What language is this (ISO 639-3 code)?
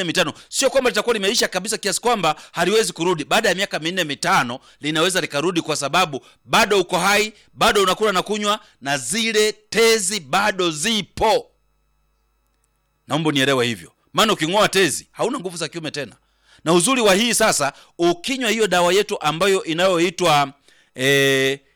swa